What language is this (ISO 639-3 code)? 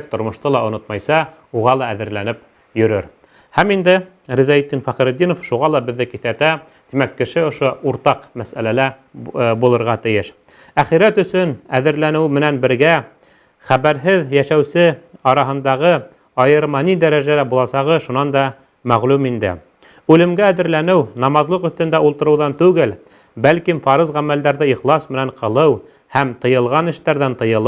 bak